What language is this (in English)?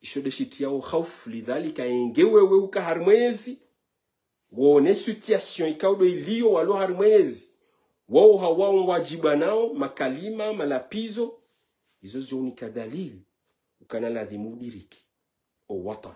Ngazidja Comorian